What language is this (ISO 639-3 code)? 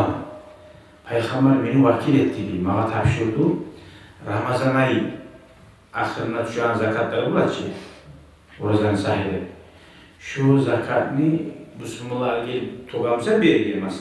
kum